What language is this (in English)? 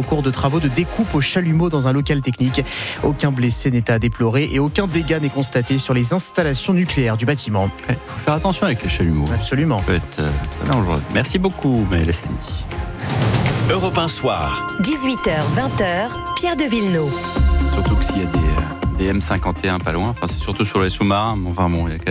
French